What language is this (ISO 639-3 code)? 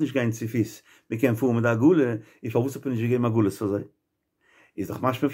yid